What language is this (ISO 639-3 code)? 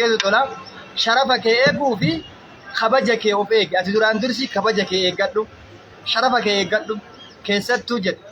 orm